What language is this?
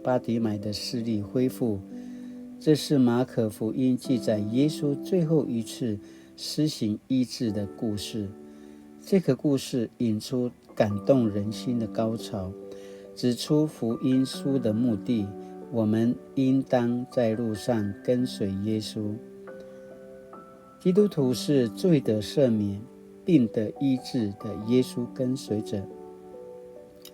Paiwan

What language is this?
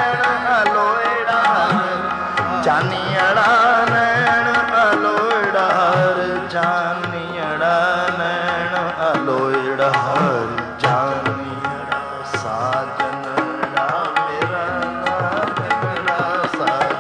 Punjabi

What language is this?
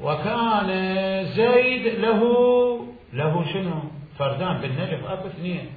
Mesopotamian Arabic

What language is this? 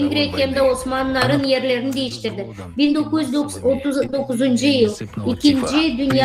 Gagauz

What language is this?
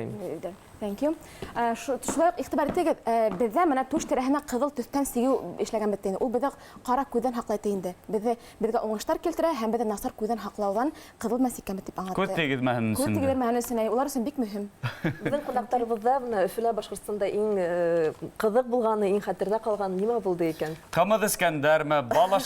Bashkir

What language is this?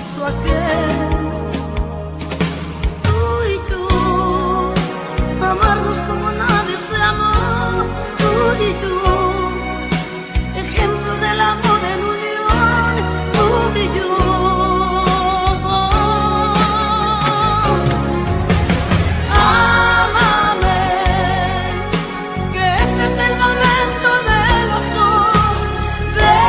Spanish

